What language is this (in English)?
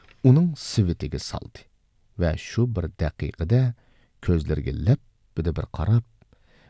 Uyghur